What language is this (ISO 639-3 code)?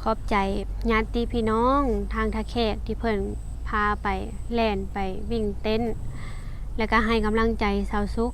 lao